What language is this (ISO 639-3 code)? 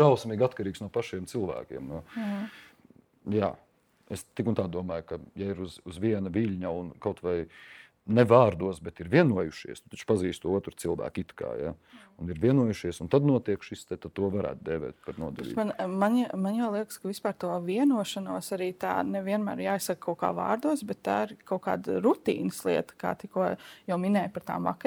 lav